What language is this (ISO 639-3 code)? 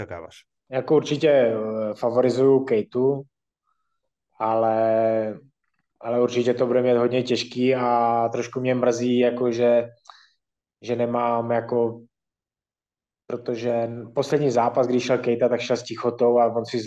ces